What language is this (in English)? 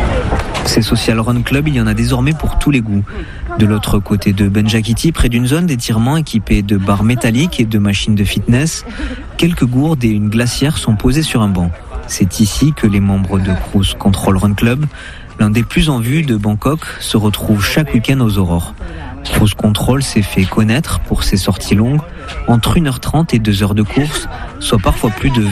French